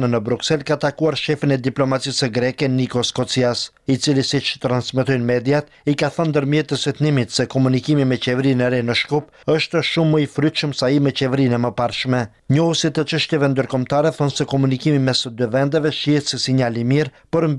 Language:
Albanian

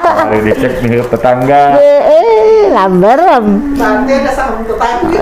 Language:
Banjar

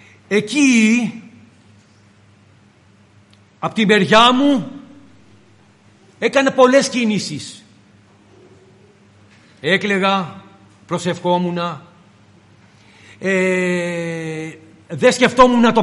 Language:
Greek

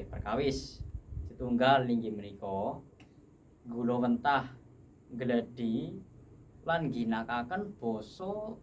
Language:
Javanese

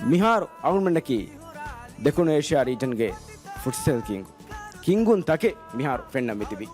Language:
Divehi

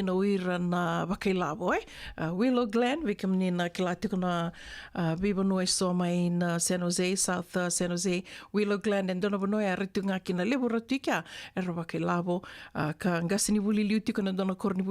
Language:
Fijian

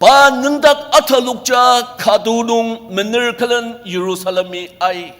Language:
Ao Naga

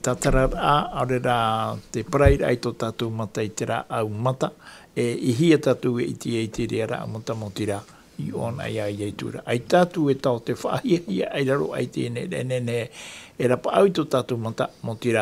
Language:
Tahitian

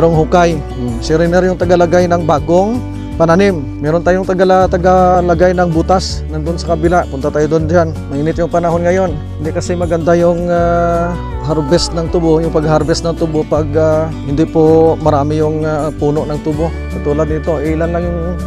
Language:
Filipino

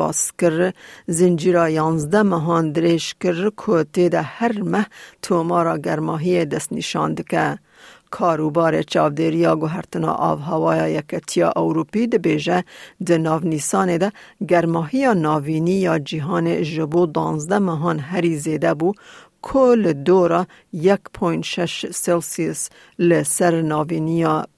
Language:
Kurdish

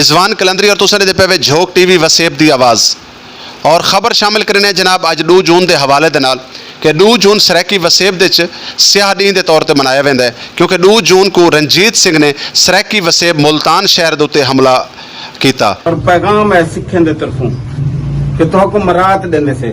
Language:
Saraiki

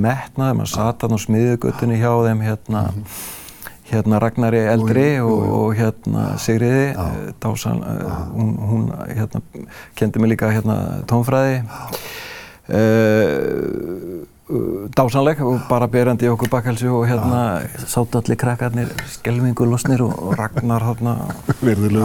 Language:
Icelandic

